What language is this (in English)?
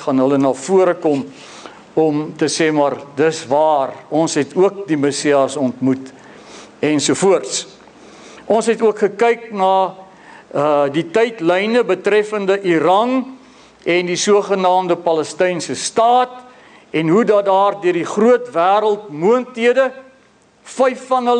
Afrikaans